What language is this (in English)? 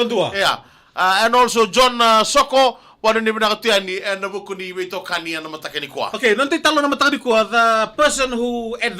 Fijian